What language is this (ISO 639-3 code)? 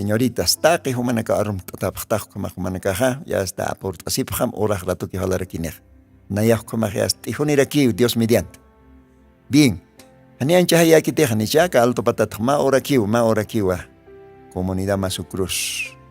aym